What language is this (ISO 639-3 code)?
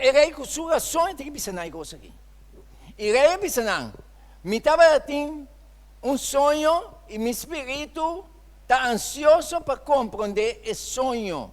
pap